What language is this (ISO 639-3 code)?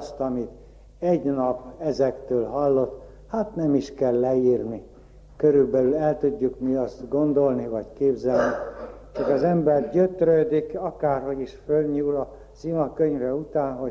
hun